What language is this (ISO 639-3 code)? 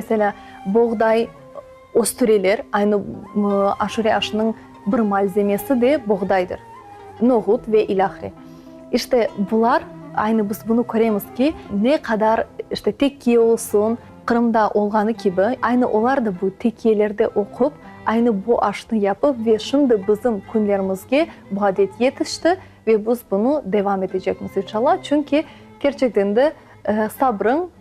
crh